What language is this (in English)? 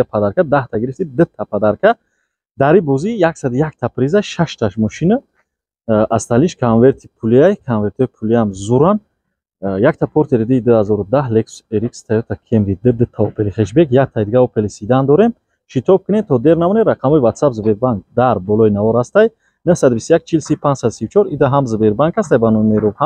Tajik